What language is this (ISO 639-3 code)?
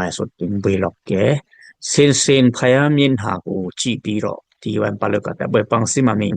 dis